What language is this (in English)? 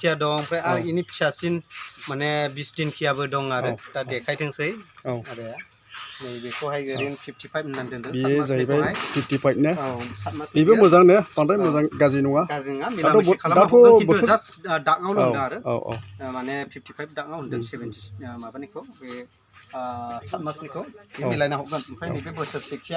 Bodo